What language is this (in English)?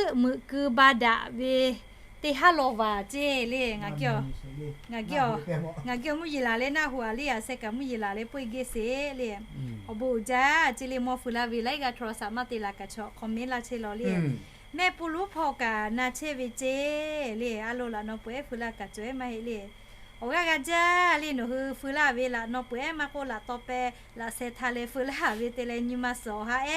Lahu